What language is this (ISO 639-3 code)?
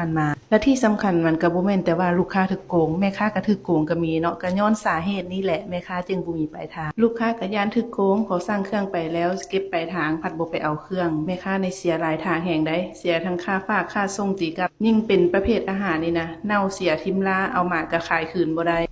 lao